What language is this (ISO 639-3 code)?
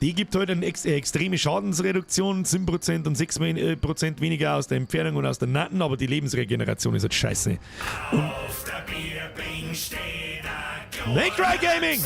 bar